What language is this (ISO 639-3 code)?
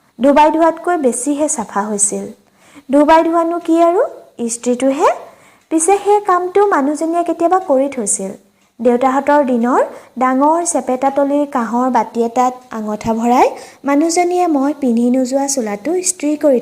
asm